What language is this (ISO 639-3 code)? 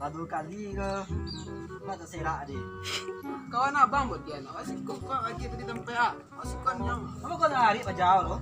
min